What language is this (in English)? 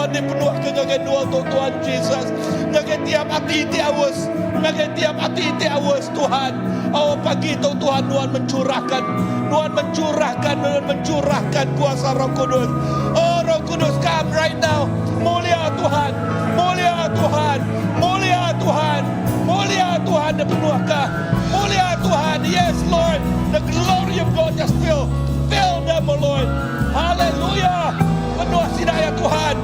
Iban